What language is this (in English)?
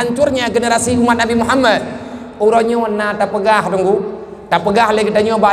Achinese